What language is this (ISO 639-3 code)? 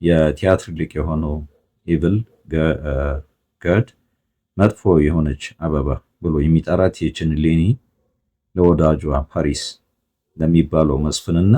amh